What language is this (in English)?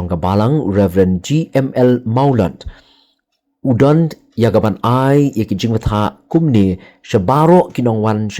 Khasi